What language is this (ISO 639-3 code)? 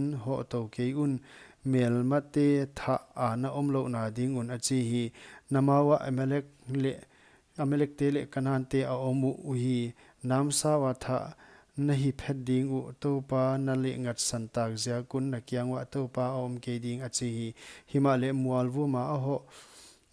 pck